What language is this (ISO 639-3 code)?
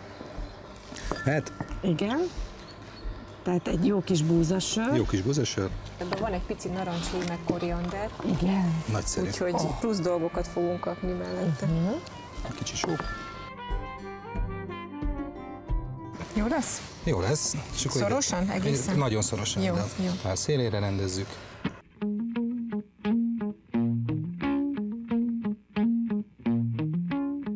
hun